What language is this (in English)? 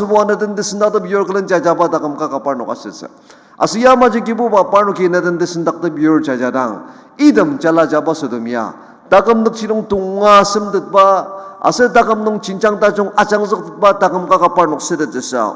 Ao Naga